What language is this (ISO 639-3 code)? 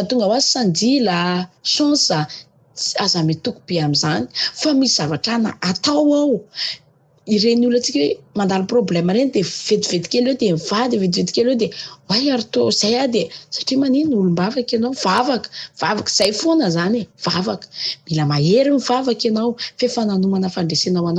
mlg